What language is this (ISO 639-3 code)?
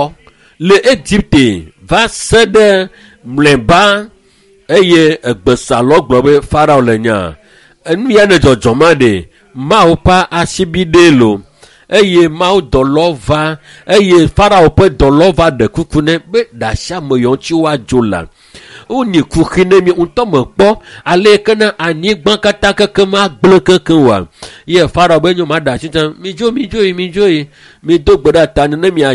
ewe